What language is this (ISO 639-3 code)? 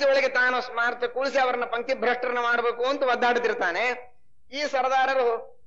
kan